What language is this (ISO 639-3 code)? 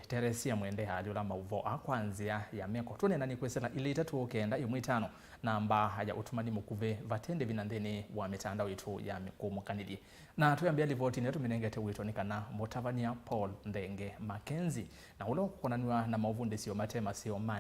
kam